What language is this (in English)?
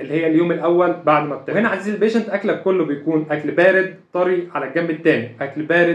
Egyptian Arabic